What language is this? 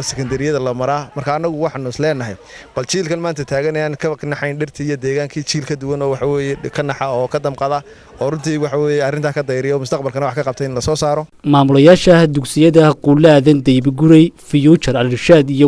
Somali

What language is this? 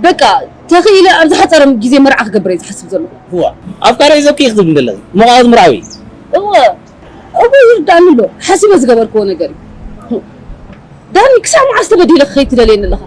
Tigrinya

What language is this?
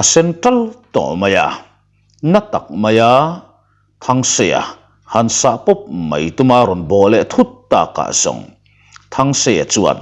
Mizo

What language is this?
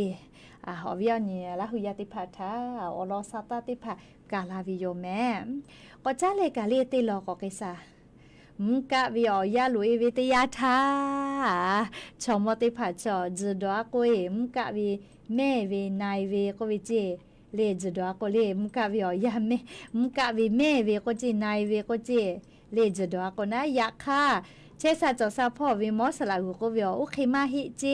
Lahu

